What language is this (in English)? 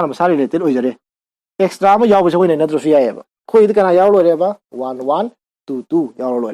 Manipuri